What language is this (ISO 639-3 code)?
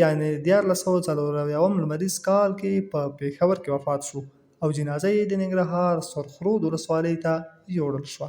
pus